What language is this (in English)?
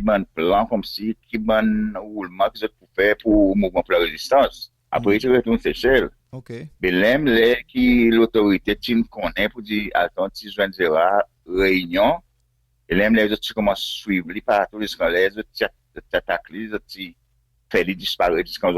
Seselwa Creole French